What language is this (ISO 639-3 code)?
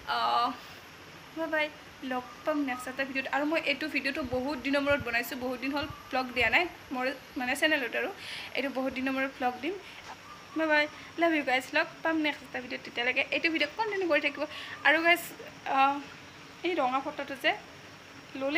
asm